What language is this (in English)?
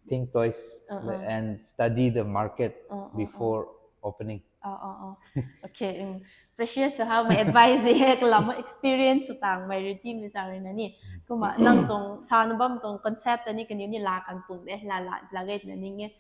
Rongmei Naga